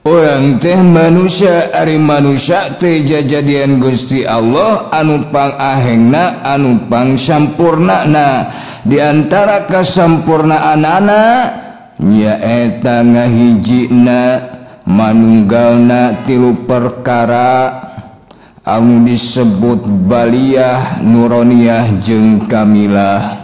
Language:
Sundanese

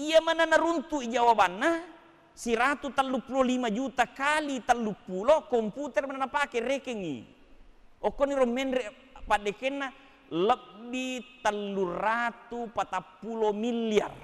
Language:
Buginese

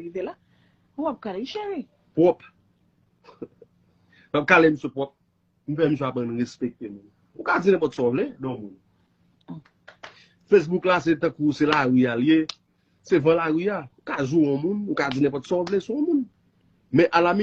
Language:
Haitian Creole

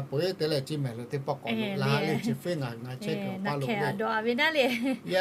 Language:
Lahu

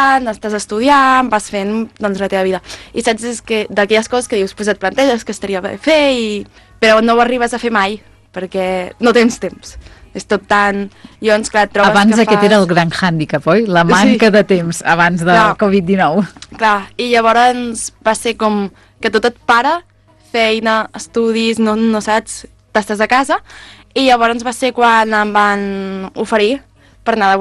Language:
Catalan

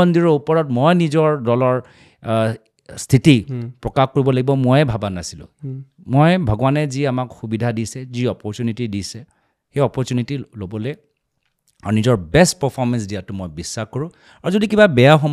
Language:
Assamese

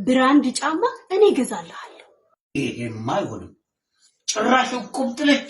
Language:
Amharic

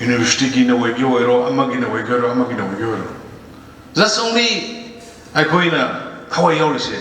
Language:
Manipuri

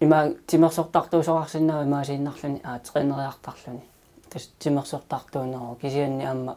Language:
Kalaallisut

